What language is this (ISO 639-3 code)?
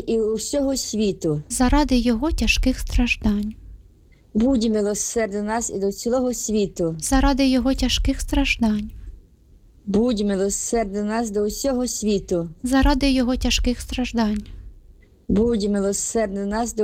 ukr